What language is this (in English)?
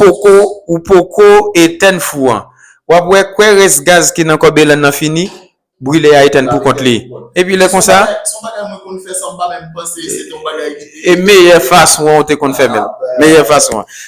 Haitian Creole